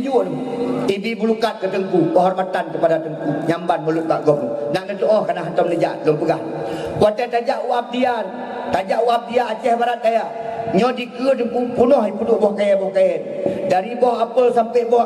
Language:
Achinese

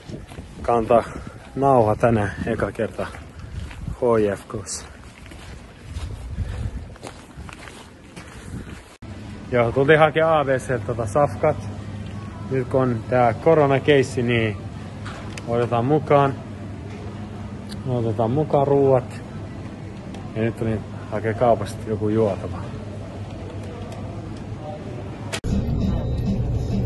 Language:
Finnish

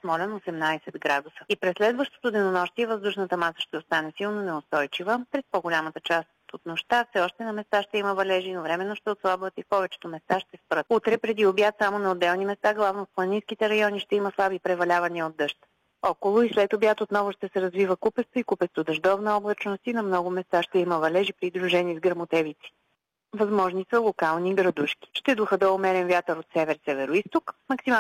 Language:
Bulgarian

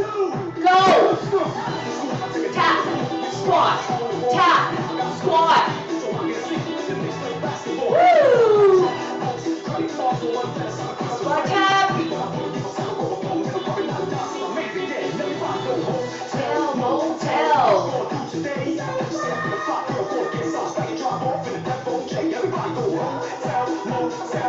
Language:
English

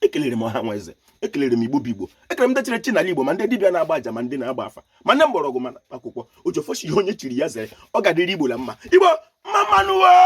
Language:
Igbo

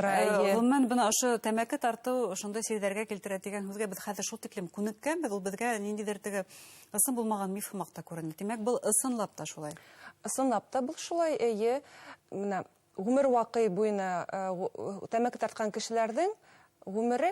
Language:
Bashkir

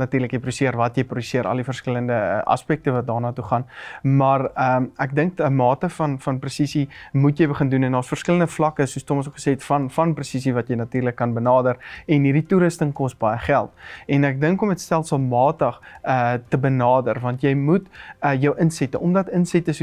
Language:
Afrikaans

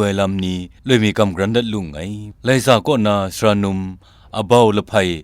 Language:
Kachin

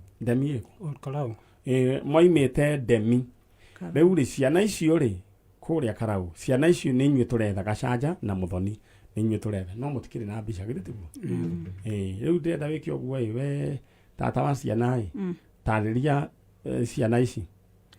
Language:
Kikuyu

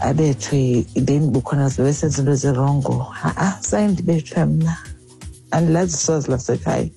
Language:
Xhosa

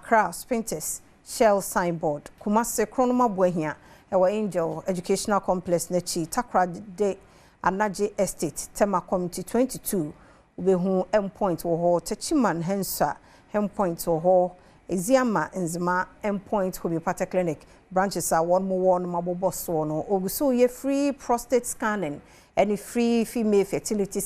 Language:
Akan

